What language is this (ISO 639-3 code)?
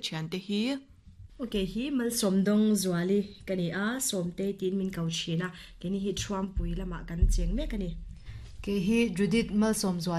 lus